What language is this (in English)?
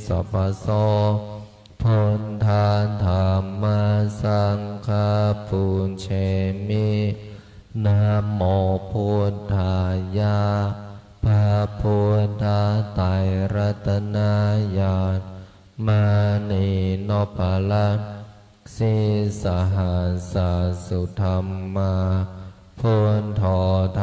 Pali